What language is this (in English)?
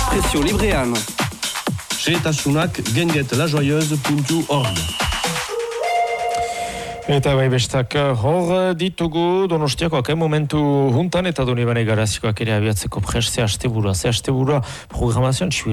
Basque